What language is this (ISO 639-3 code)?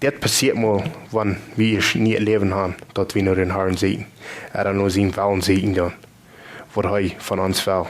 pdt